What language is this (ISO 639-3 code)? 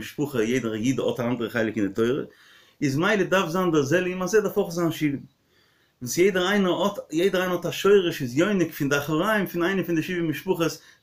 yid